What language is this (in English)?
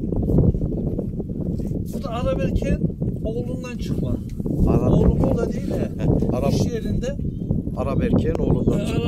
Turkish